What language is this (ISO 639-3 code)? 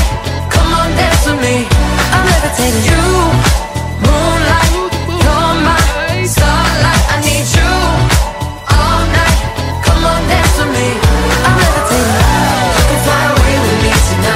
eng